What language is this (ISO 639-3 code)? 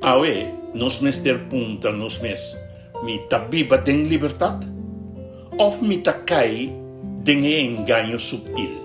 pap